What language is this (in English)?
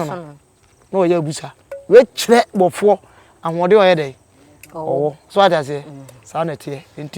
Akan